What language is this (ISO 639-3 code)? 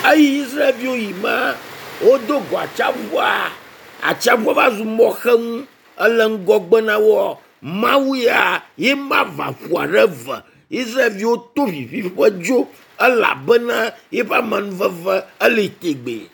ewe